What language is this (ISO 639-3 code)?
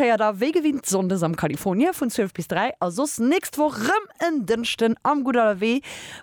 ltz